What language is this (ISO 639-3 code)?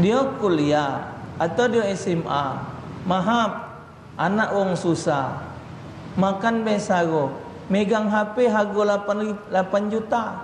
mui